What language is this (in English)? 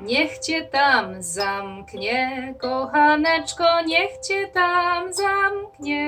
Silesian